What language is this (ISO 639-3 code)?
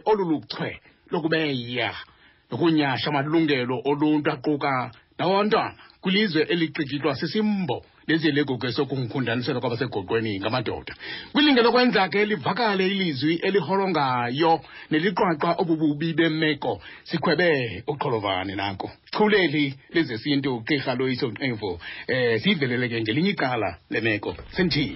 xho